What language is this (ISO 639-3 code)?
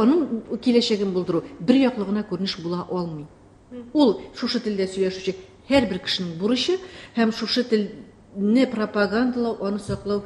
tat